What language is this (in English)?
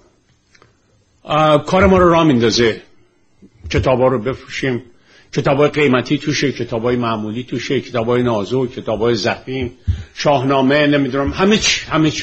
Persian